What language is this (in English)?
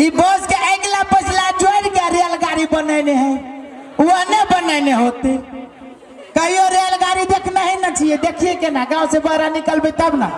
Maithili